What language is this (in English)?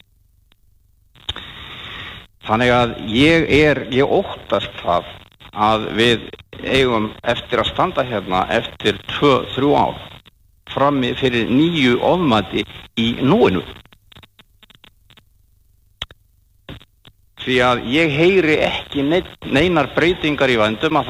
Icelandic